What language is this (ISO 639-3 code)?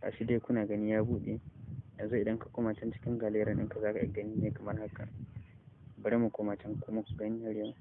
hau